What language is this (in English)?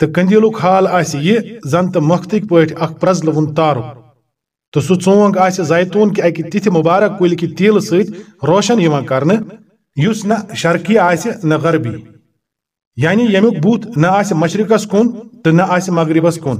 Kashmiri